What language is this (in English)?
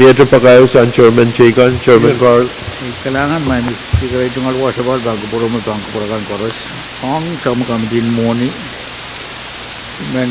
Pohnpeian